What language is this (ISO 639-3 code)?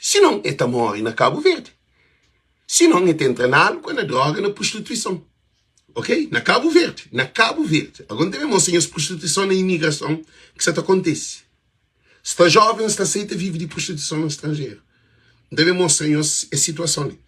kea